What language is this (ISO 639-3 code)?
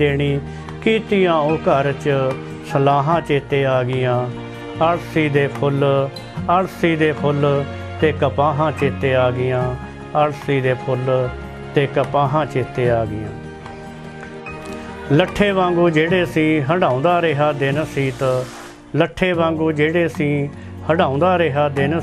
pan